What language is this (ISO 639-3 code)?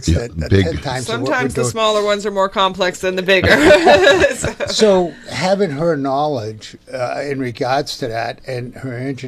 eng